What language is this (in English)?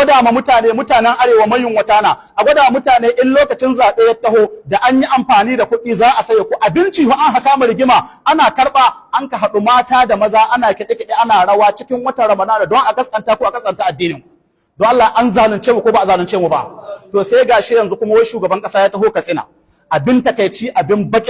Hausa